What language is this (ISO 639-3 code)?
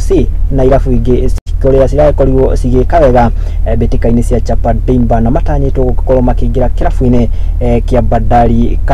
kik